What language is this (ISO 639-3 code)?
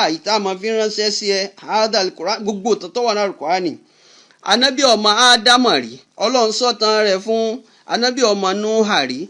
yor